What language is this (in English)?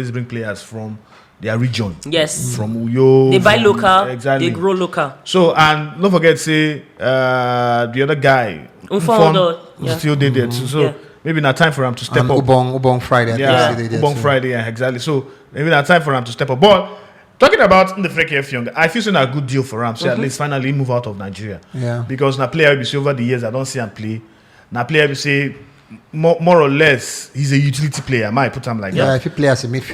Nigerian Pidgin